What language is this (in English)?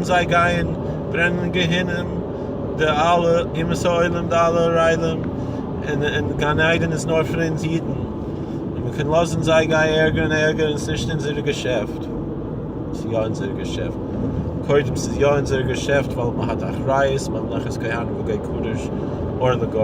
Yiddish